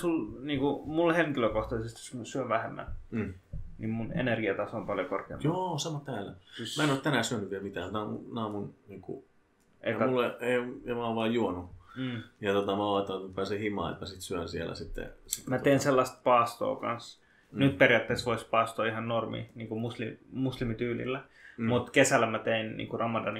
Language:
Finnish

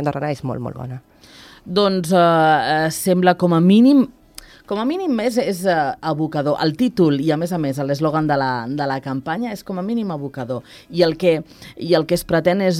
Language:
Catalan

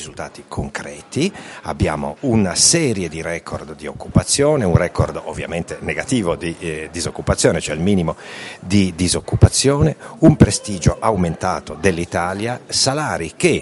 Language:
Italian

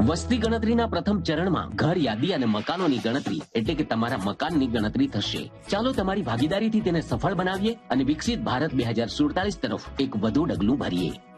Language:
Gujarati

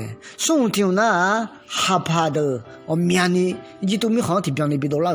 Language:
Akha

